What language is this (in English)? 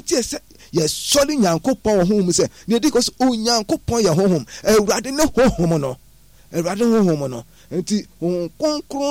Akan